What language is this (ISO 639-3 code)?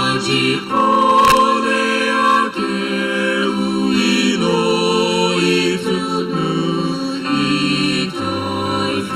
nsm